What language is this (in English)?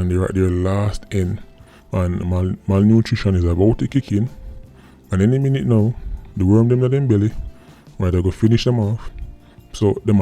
Jamaican Creole English